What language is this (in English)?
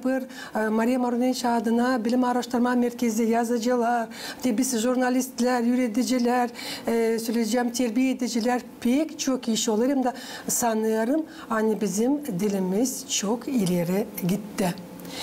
Gagauz